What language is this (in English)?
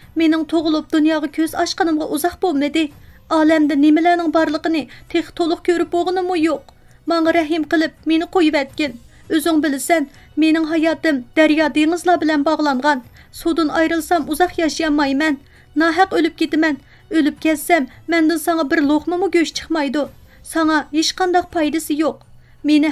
Uyghur